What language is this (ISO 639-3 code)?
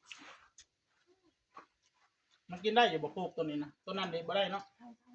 tts